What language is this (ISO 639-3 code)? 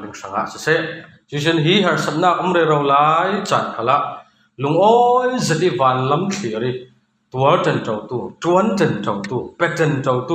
cfm